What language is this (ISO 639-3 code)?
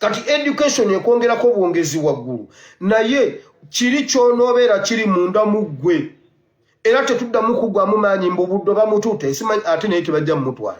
lug